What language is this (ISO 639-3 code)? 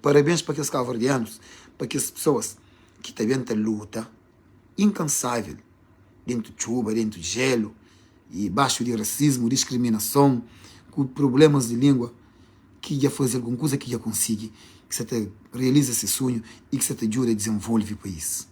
kea